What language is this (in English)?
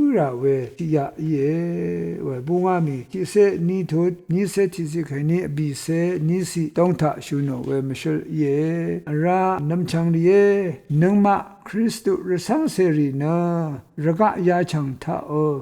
Rawang